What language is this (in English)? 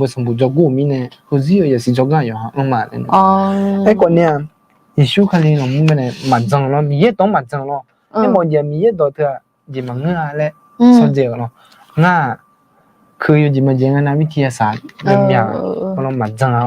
Akha